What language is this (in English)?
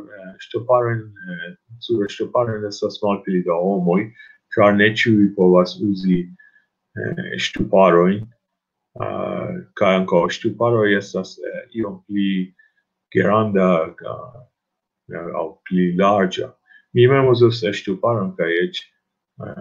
Esperanto